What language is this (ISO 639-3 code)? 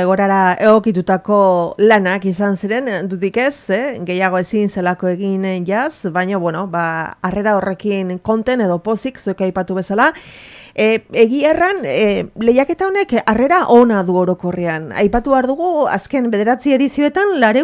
eus